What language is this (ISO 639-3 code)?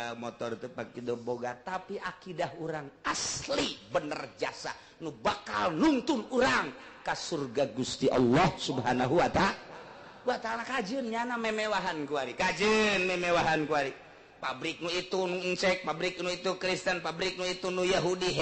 sun